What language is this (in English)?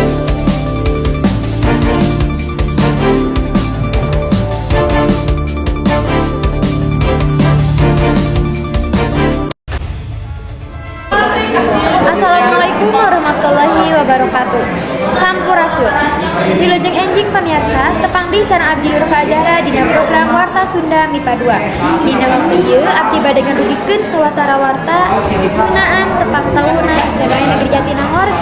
Sundanese